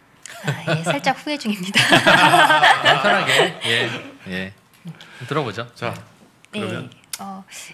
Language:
Korean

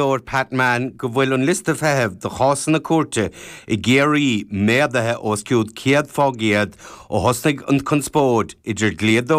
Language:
Irish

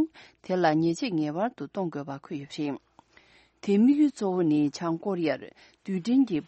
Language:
Tibetan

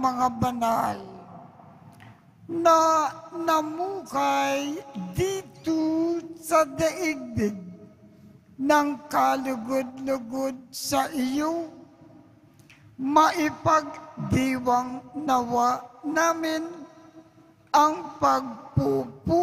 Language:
Filipino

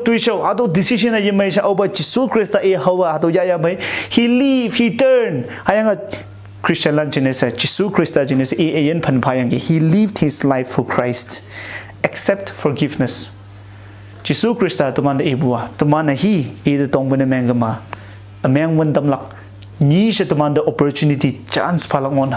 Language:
Konyak Naga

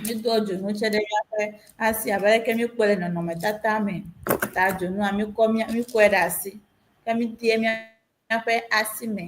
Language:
Ewe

